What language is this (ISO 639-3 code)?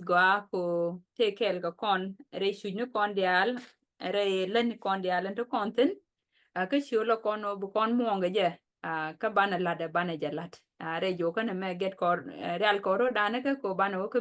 nus